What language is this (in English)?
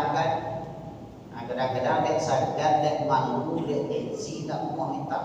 Minangkabau